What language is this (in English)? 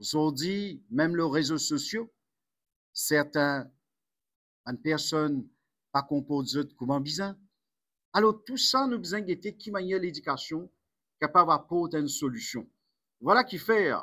Morisyen